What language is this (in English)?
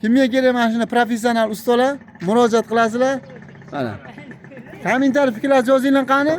Uzbek